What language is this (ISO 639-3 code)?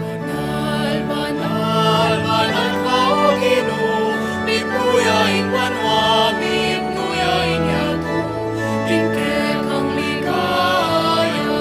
pam